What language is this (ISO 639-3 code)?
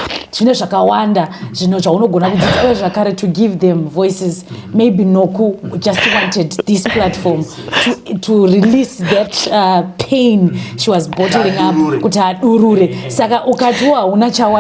sna